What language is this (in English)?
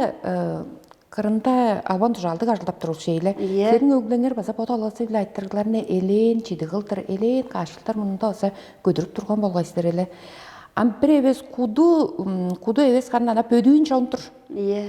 Tuvinian